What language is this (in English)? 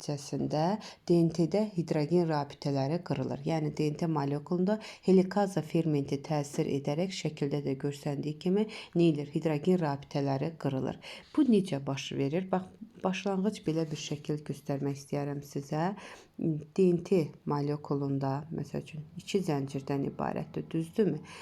Azerbaijani